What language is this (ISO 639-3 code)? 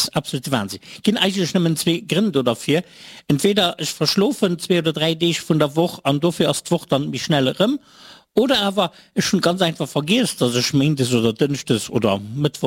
ltz